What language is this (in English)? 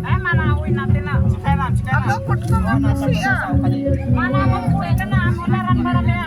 Santali